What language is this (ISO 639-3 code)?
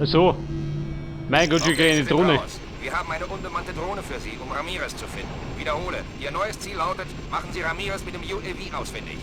bar